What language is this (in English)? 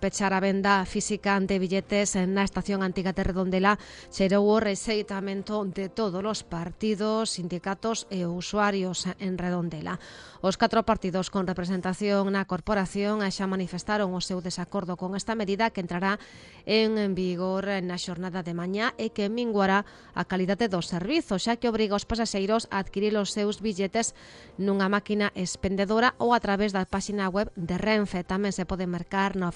Galician